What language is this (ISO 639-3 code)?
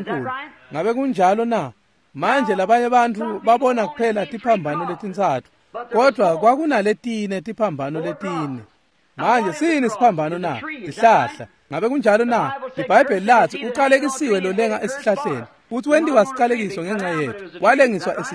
ssw